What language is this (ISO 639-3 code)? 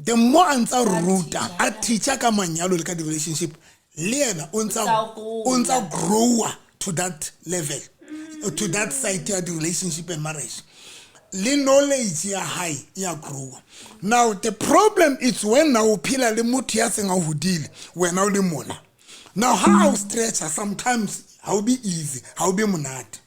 sot